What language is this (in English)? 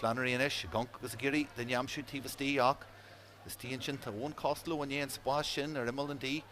Irish